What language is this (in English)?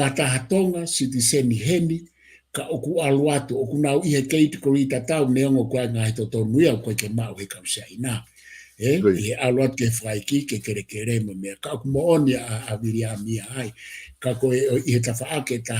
Tongan